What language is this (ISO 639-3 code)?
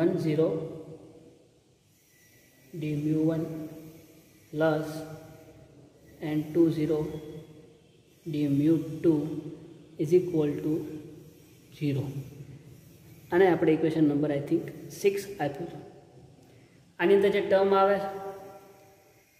guj